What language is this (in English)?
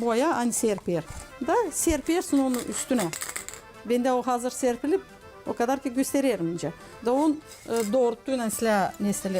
Gagauz